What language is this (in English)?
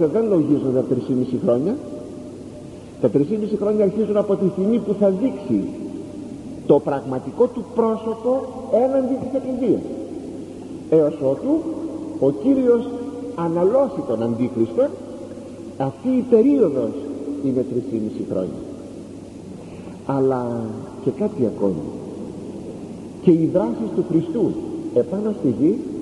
Greek